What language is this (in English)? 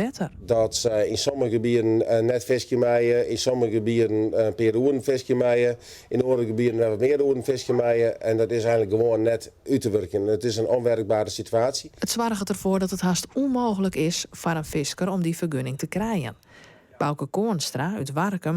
Western Frisian